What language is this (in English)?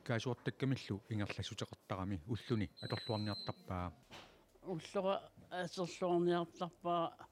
Kalaallisut